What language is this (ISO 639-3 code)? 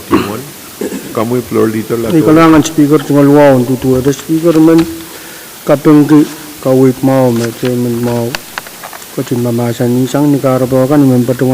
pon